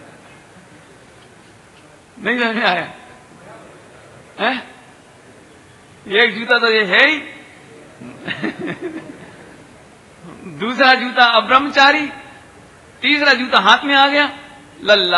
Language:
Hindi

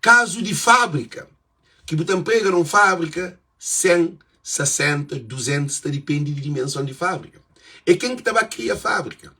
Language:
Kabuverdianu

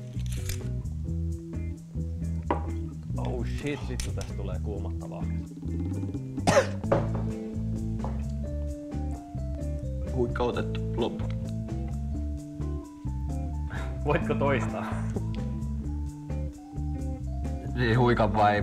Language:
Finnish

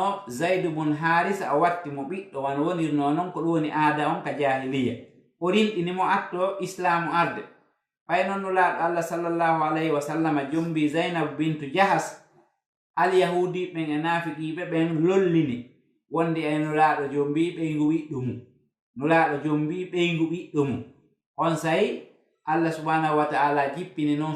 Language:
Fula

